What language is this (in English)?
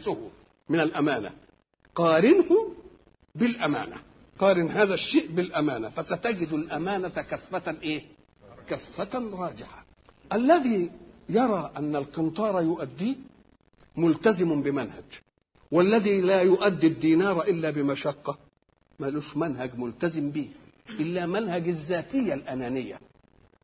Arabic